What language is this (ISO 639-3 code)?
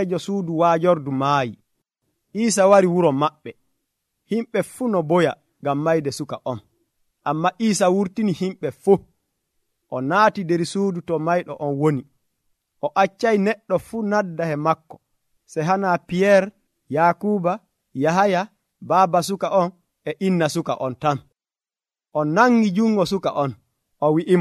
fuv